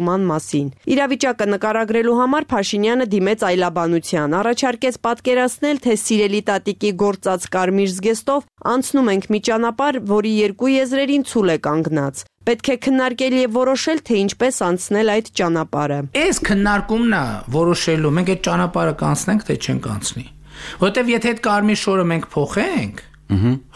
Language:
Armenian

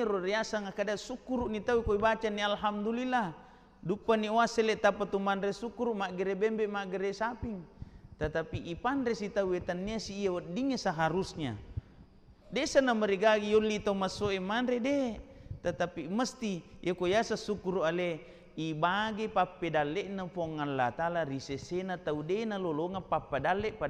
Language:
Buginese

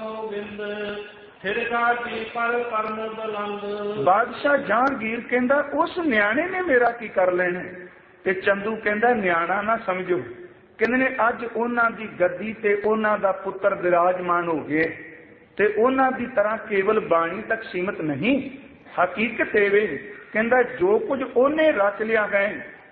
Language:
Punjabi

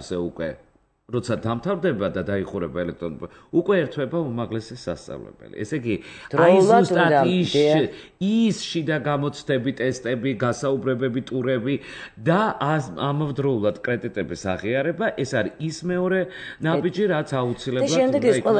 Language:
Georgian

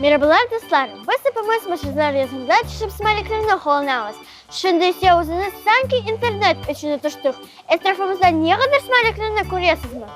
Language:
Crimean Tatar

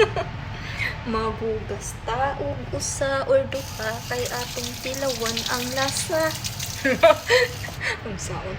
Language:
Cebuano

